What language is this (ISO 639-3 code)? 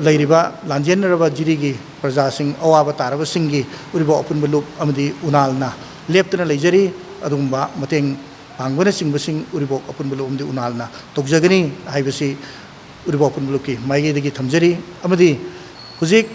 mni